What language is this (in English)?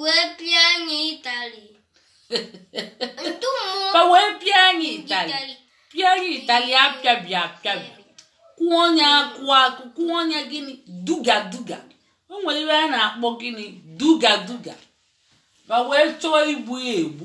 Igbo